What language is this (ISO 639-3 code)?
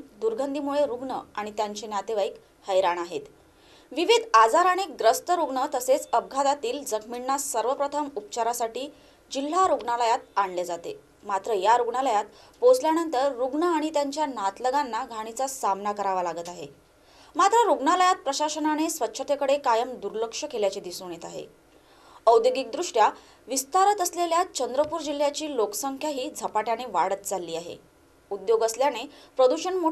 mar